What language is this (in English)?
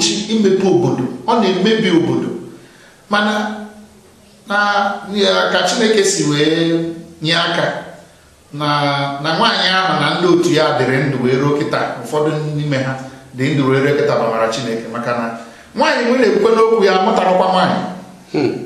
Igbo